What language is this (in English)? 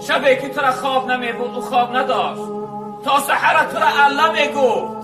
Tajik